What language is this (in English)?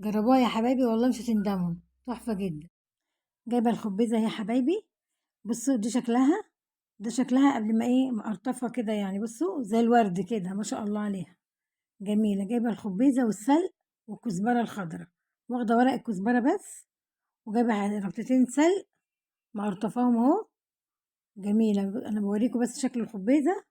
Egyptian Arabic